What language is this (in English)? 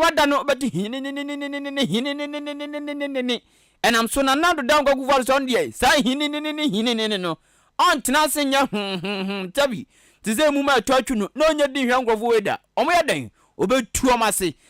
Akan